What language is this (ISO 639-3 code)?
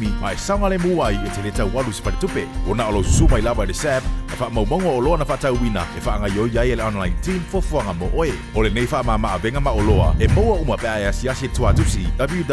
smo